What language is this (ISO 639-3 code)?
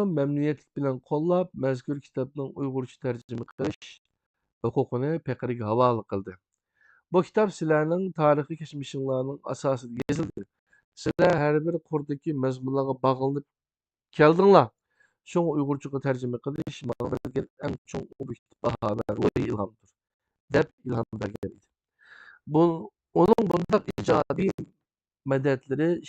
uig